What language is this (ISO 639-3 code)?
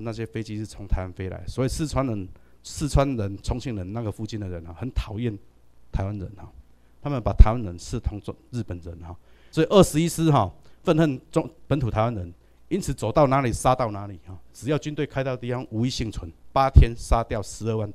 zho